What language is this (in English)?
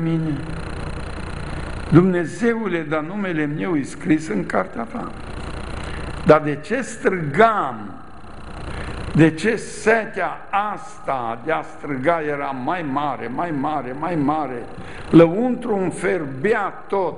Romanian